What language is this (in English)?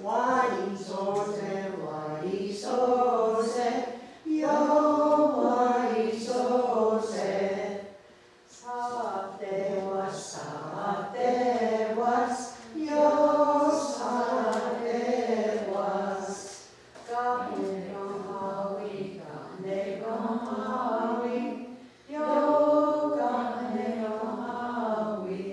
Mohawk